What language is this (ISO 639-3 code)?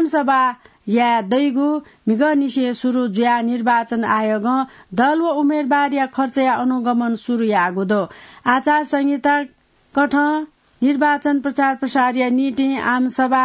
new